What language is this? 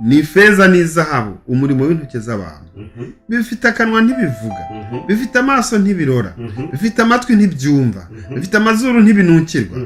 Kinyarwanda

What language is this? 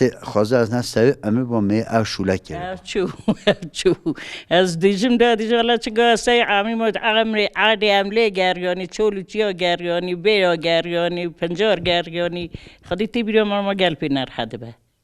Kurdish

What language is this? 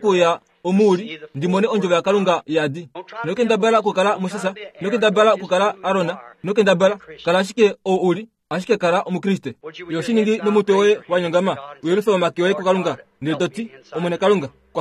Kuanyama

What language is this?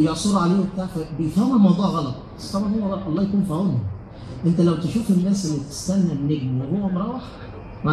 Egyptian Arabic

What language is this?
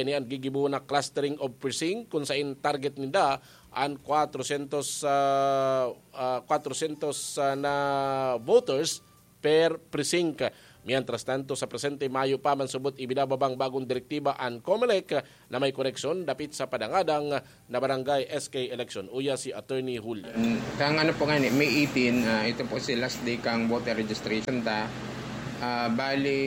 Bikol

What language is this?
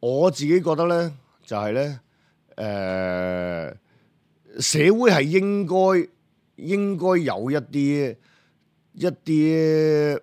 Cantonese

